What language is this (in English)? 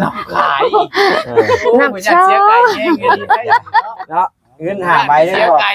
Northeastern Thai